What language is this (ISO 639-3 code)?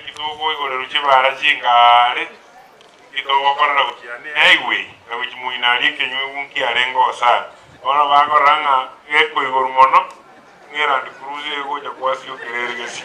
guz